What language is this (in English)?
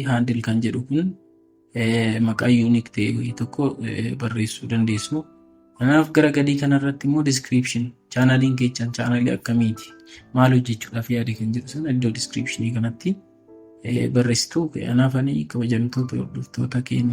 Oromo